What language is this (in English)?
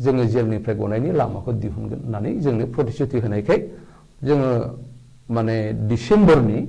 Bodo